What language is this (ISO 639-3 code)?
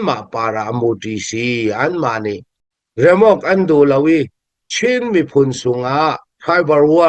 cnh